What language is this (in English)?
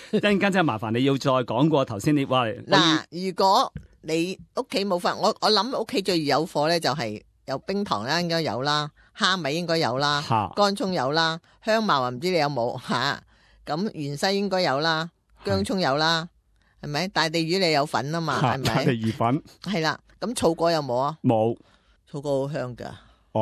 Cantonese